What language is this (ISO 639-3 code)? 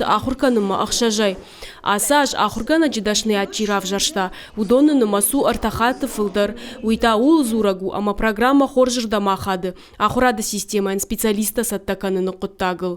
oss